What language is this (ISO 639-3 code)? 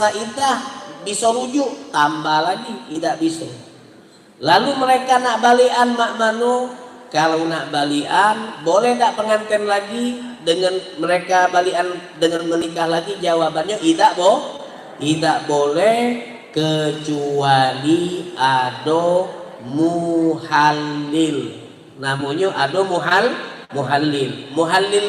mui